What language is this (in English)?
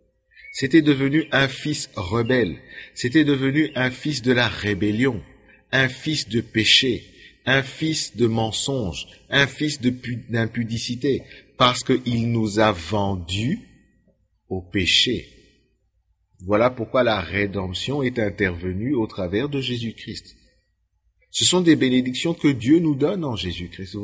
French